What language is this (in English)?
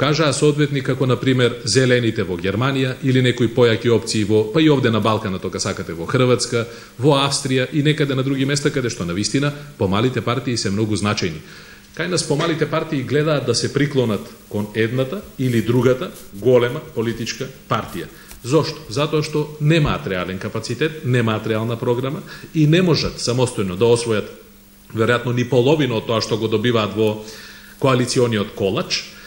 Macedonian